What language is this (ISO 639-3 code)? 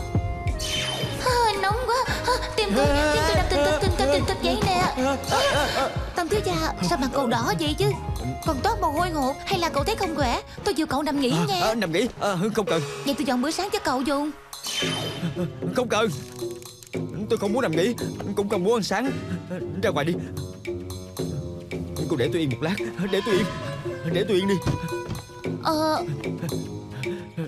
vie